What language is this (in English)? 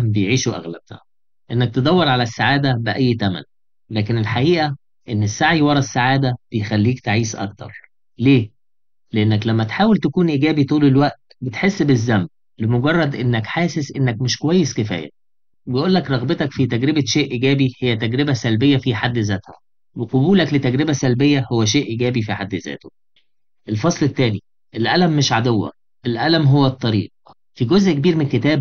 Egyptian Arabic